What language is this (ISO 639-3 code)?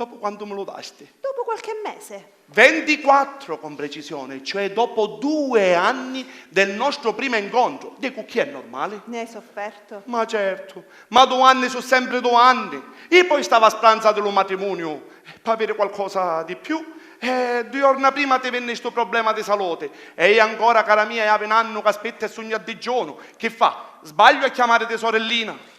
scn